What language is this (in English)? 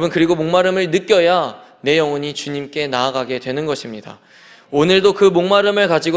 Korean